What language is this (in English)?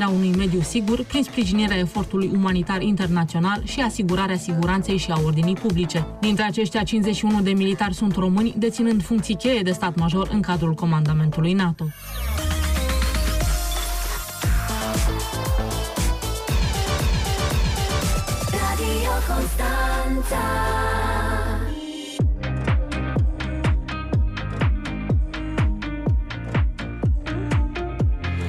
Romanian